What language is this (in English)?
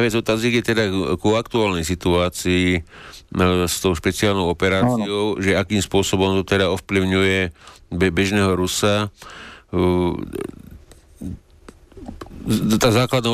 Slovak